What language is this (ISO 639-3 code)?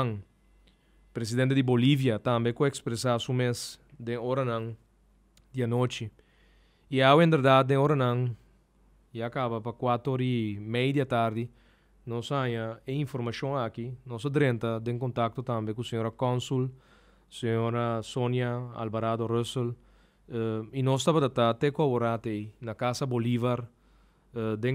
pap